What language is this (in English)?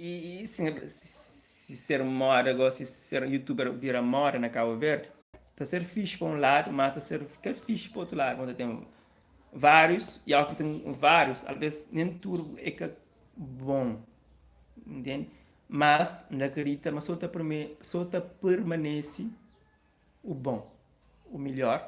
Kabuverdianu